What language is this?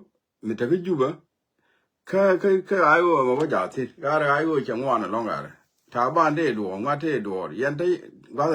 Nuer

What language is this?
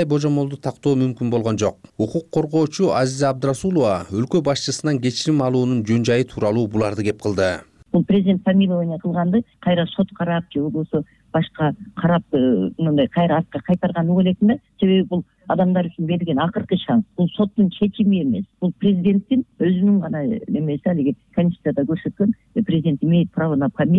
Kyrgyz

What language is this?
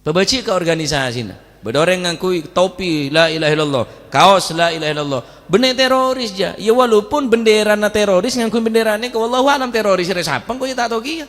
Madurese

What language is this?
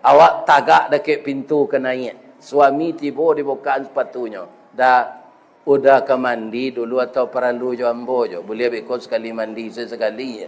Minangkabau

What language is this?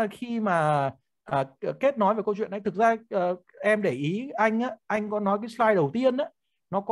Vietnamese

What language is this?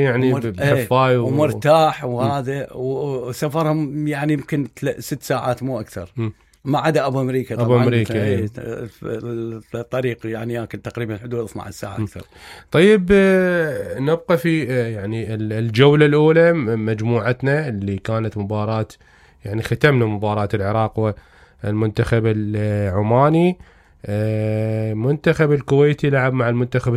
Mesopotamian Arabic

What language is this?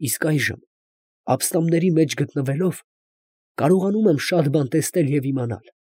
Armenian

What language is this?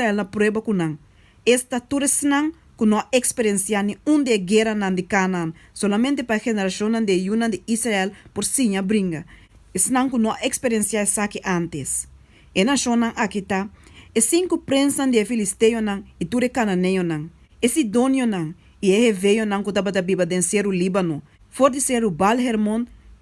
Papiamento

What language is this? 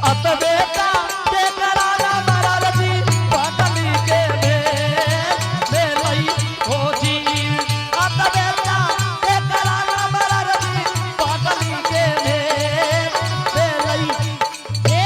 Angika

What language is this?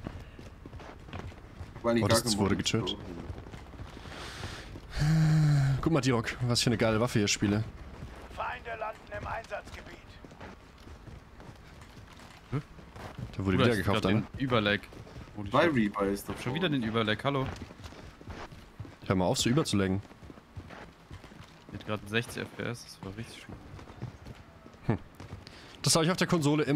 German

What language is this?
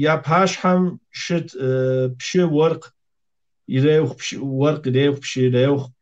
Kabardian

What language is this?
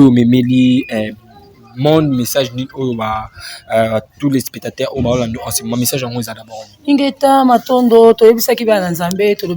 Lingala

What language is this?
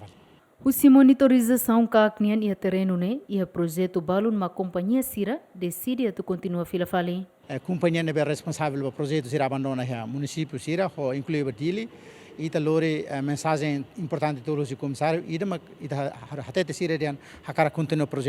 Tetum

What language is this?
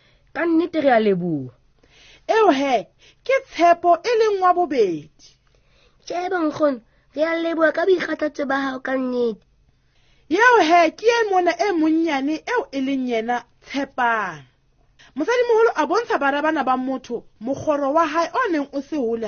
Southern Sotho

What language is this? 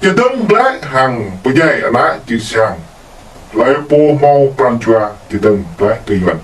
Jarai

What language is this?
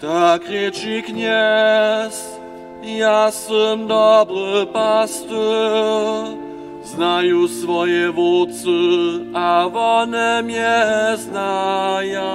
Upper Sorbian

